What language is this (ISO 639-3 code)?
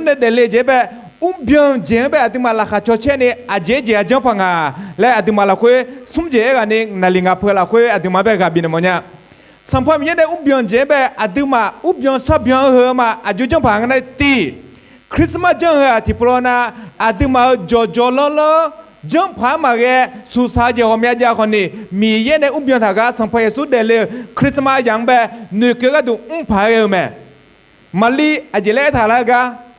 ahk